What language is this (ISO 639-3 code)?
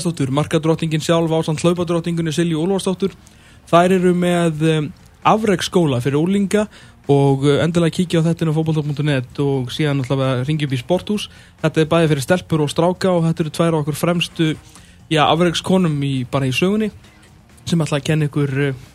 isl